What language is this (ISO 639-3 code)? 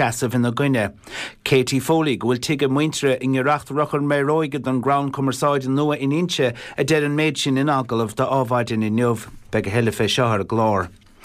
gle